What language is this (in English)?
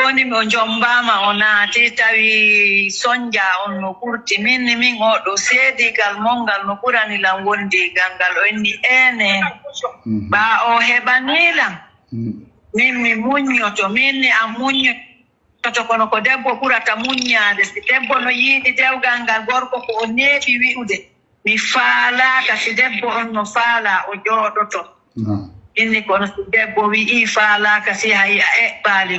Fula